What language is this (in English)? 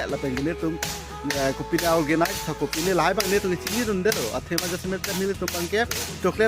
Karbi